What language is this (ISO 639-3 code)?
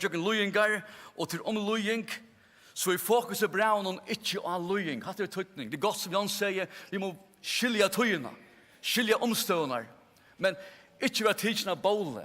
fao